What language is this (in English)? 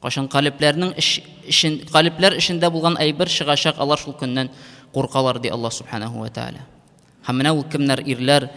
Tatar